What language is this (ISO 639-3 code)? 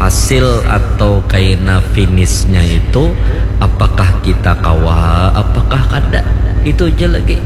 bjn